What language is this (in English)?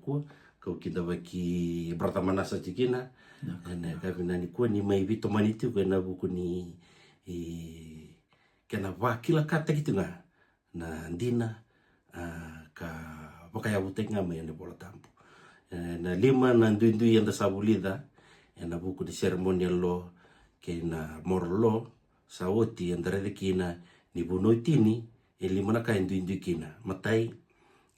Fijian